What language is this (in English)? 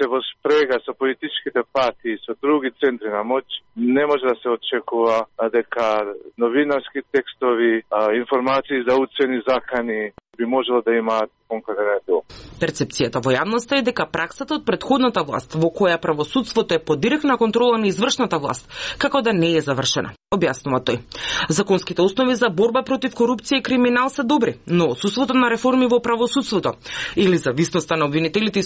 Macedonian